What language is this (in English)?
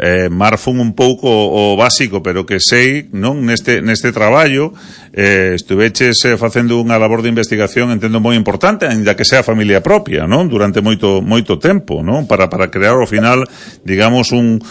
Galician